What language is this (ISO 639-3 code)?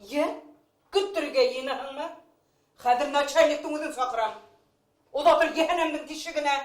bak